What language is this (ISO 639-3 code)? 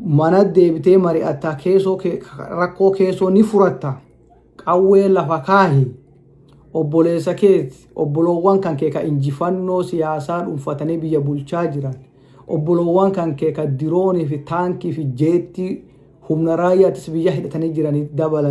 orm